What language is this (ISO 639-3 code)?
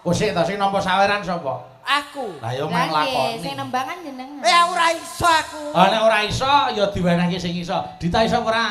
jav